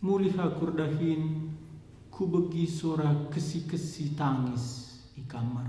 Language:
Batak Karo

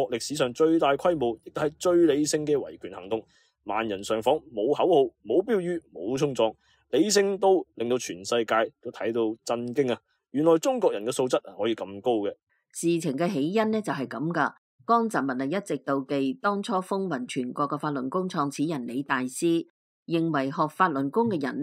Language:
Cantonese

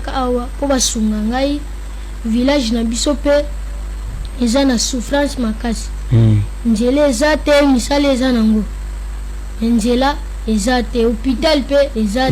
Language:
Lingala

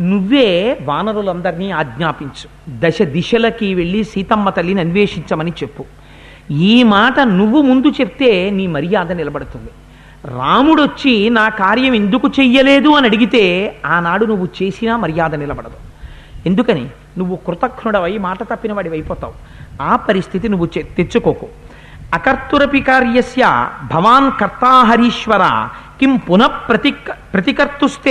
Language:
Telugu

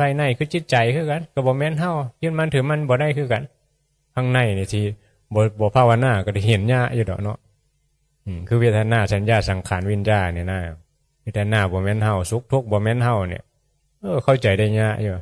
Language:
Northeastern Thai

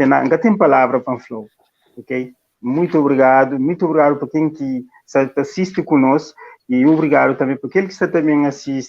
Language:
Kabuverdianu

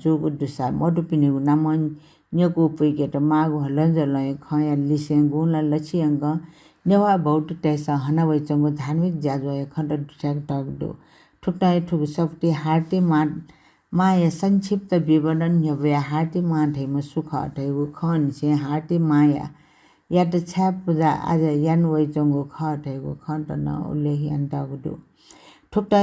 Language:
Newari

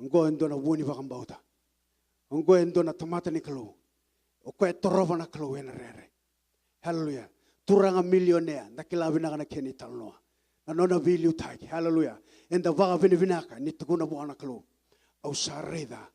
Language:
Fijian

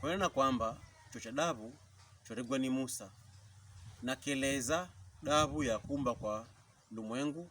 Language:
Pokomo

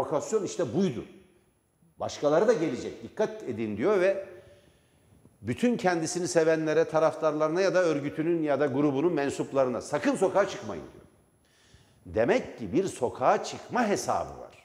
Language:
Turkish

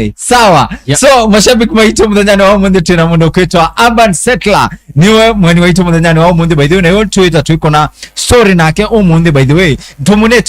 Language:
Kamba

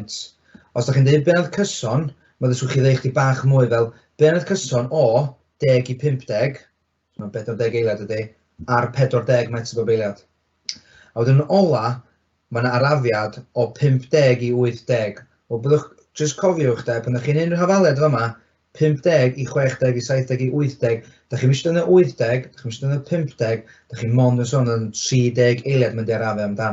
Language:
Welsh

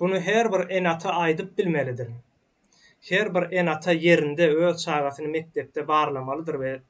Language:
Turkmen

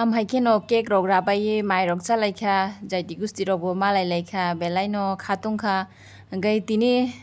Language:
Kok Borok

